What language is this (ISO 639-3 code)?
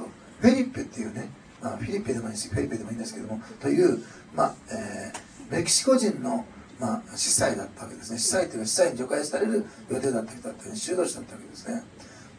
jpn